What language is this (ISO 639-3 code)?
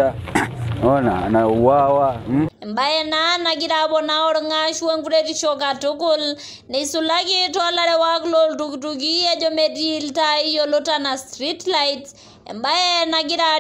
mas